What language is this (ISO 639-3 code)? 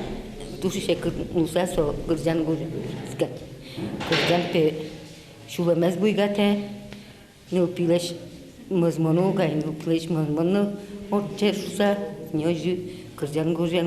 udm